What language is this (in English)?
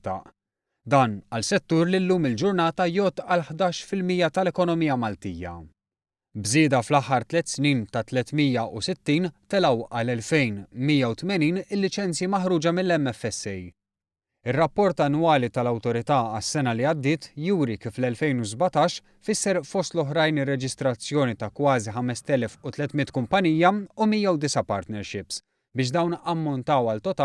Maltese